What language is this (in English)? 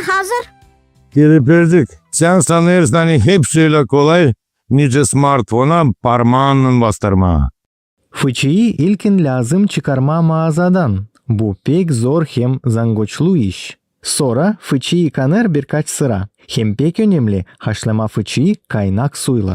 Gagauz